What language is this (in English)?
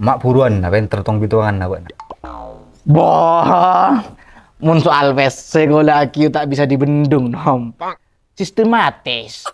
Madurese